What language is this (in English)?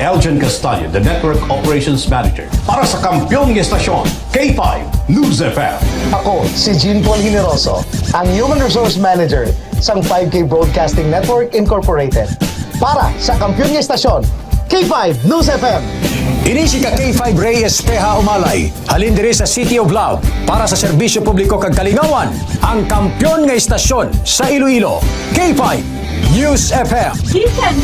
Hiligaynon